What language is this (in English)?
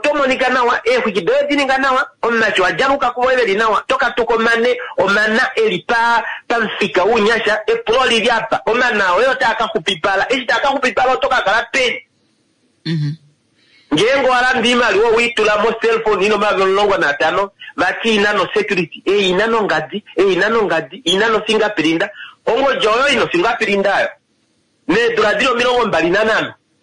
Kuanyama